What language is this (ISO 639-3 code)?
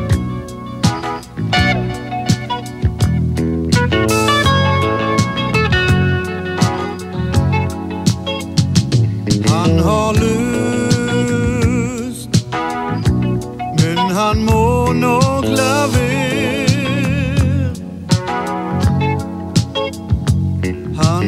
dan